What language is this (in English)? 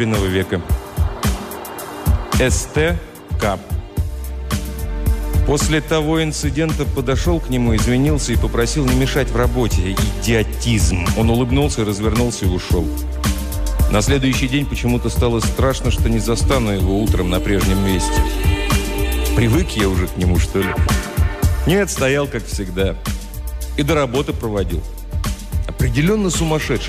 Russian